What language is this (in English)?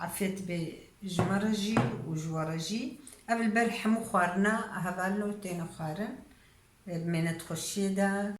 Kurdish